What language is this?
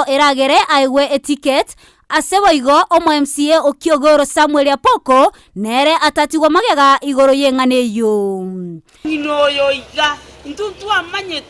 Gusii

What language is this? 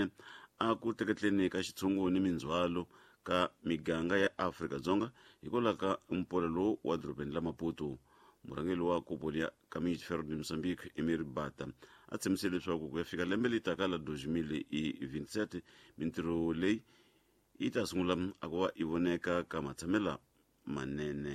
Tsonga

